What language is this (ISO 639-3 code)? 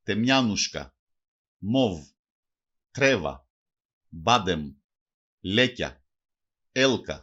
mkd